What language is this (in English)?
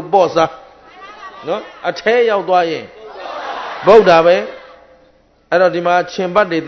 Burmese